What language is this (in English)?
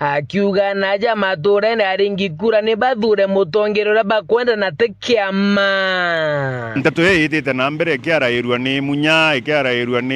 Meru